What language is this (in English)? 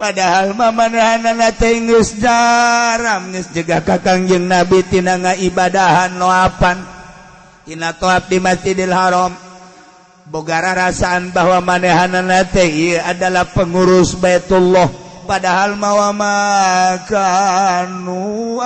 Sundanese